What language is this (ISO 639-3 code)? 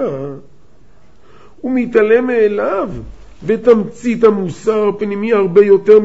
heb